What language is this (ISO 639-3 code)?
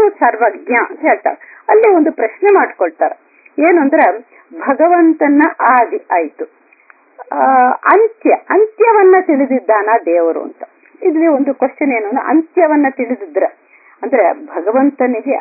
kan